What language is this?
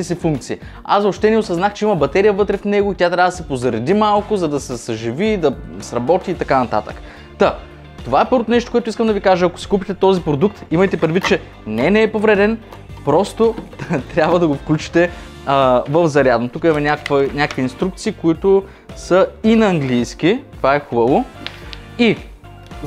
Bulgarian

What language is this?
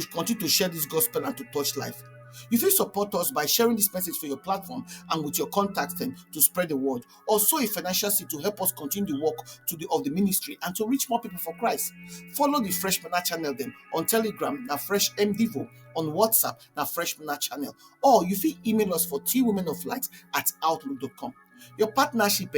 Nigerian Pidgin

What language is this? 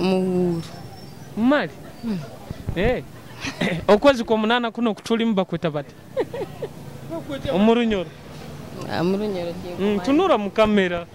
Nyoro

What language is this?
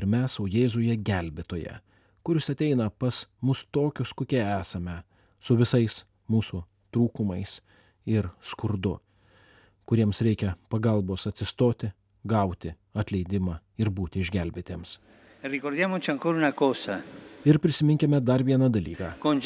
Lithuanian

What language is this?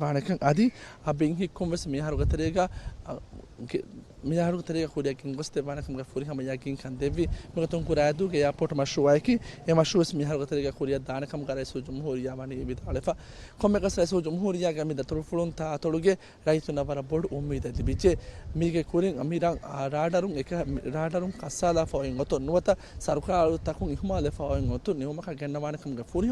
Divehi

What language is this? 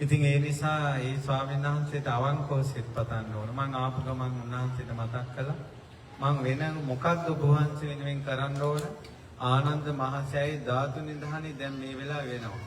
Sinhala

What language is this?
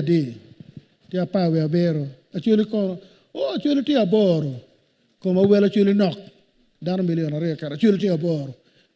Acoli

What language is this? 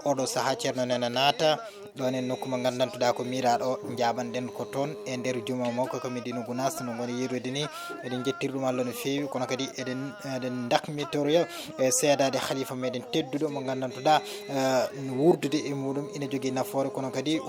Fula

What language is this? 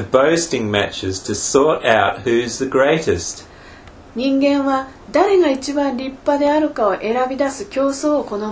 Japanese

